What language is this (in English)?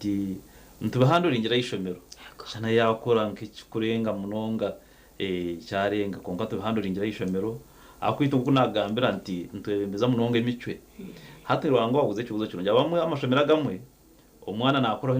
Nyankole